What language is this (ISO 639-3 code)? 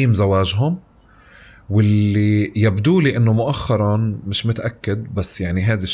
apc